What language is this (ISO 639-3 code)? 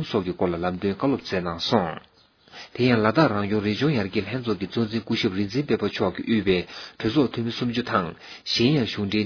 bod